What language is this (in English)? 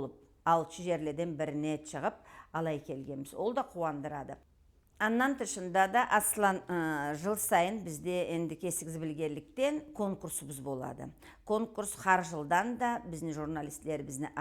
Karachay-Balkar